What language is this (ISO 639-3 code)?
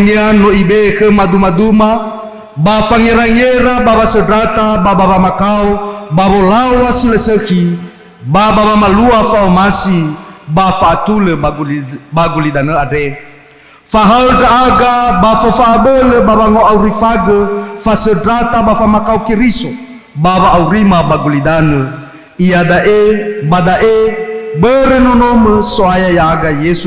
nia